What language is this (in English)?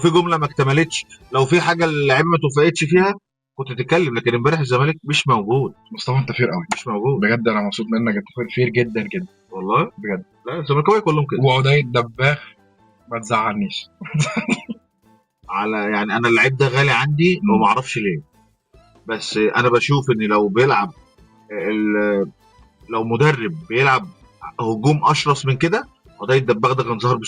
Egyptian Arabic